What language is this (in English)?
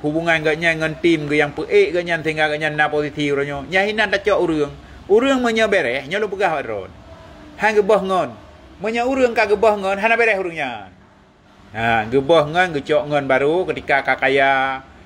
Achinese